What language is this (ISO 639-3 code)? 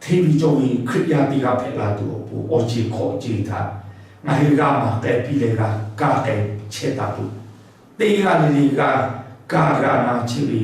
lhu